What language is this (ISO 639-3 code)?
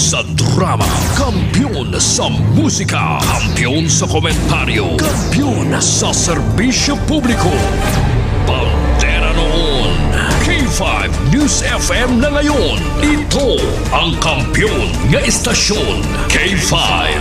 hil